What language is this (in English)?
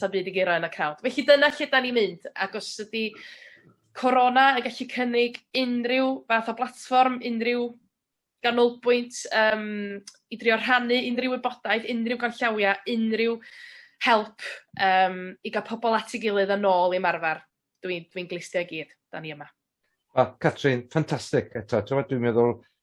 Welsh